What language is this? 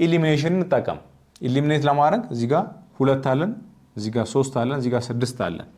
Amharic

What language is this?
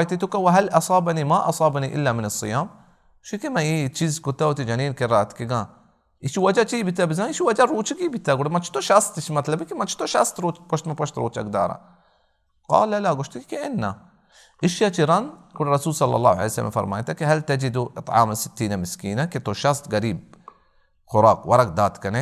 Baluchi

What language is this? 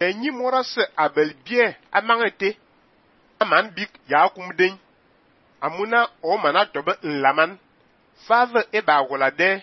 Fang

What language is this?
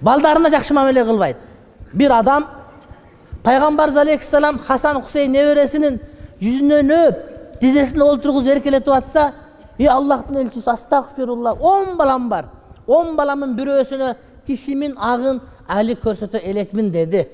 Kyrgyz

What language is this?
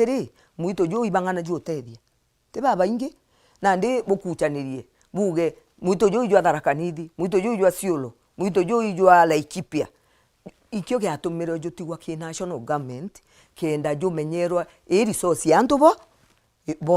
Meru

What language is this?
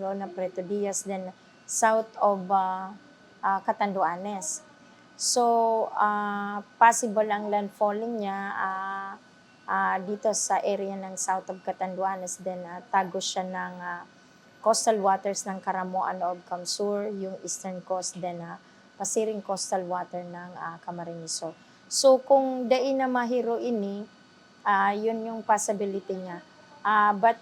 Bikol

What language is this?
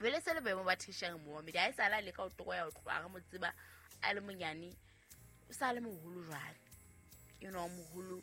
Southern Sotho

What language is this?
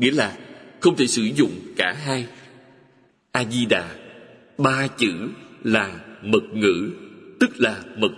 Vietnamese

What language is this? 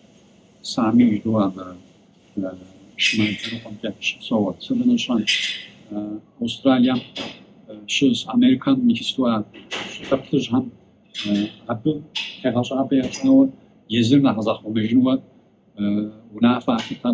Kabardian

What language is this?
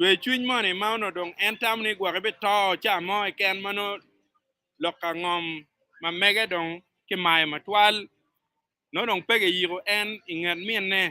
Acoli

